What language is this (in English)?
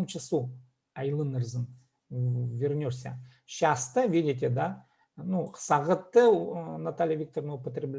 Khakas